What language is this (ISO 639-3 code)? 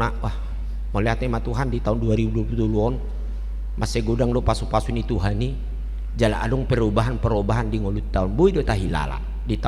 bbc